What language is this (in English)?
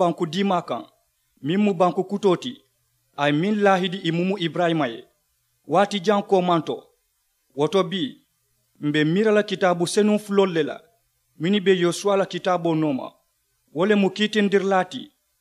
Mandingo